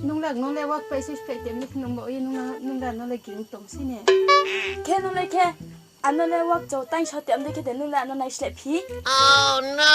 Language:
Riang (India)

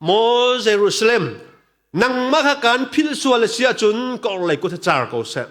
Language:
Hakha Chin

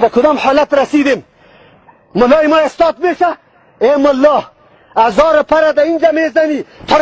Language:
Persian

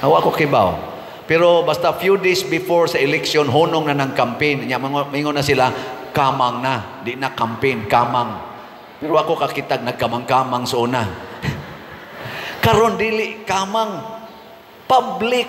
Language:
Cebuano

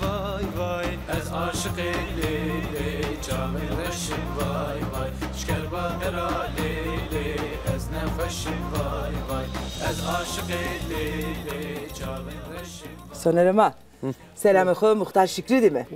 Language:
Zaza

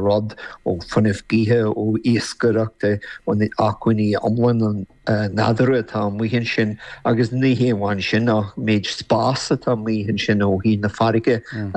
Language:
Irish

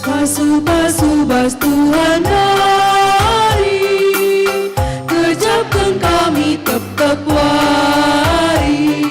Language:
Batak Karo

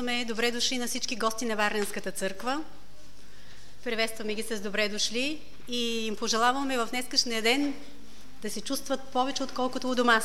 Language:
Bulgarian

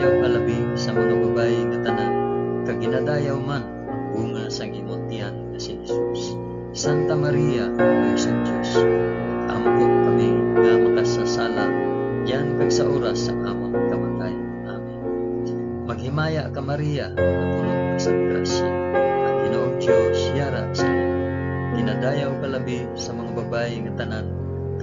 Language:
Hiligaynon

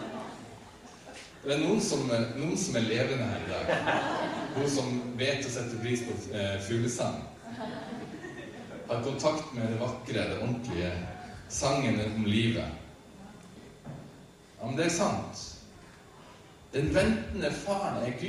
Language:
Norwegian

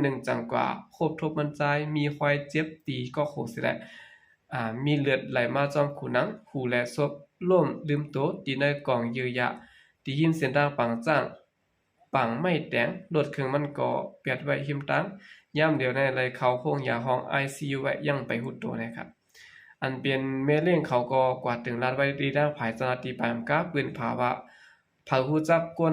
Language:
Shan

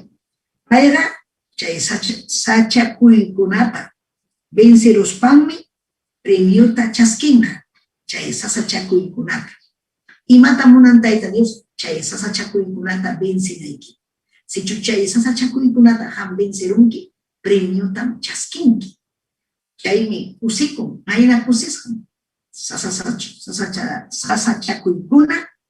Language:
Ayacucho Quechua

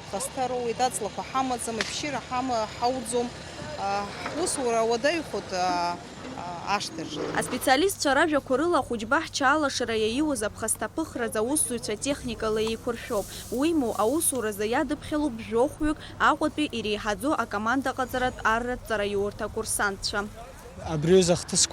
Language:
Abkhazian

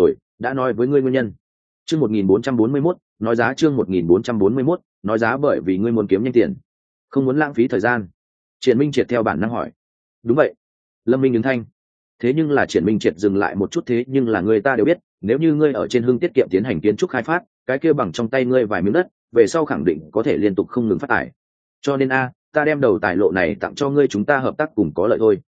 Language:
Vietnamese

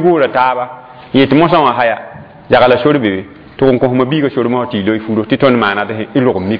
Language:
Mossi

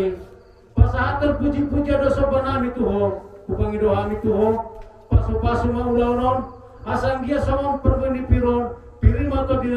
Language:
Batak Toba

